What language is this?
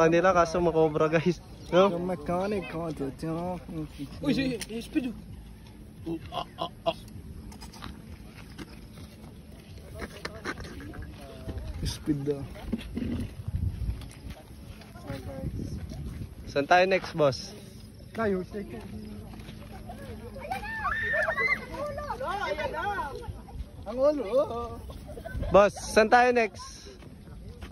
Filipino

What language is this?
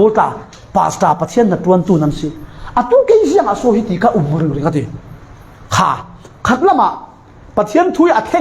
Falam Chin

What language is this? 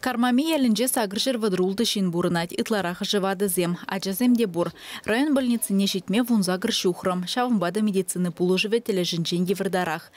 Chuvash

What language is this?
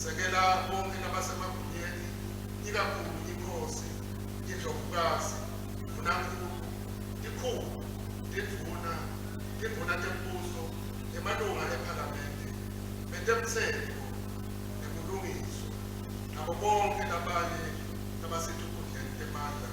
Swati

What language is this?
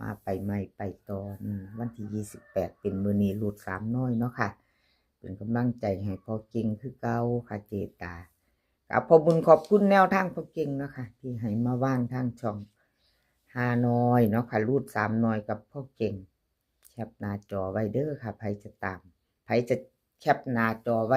Northeastern Thai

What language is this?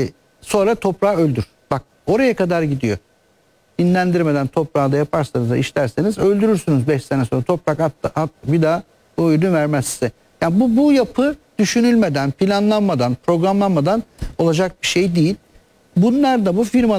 Turkish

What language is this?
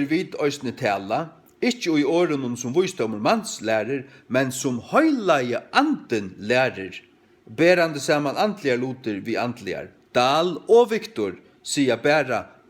Faroese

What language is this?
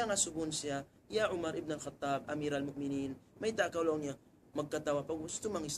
Tausug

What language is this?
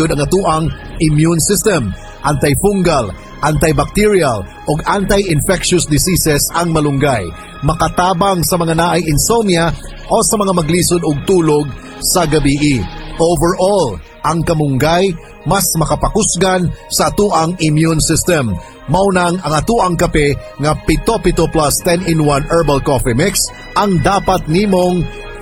Cebuano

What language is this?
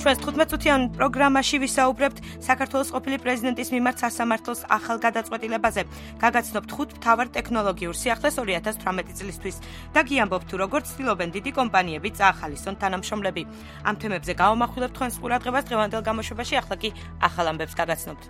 Georgian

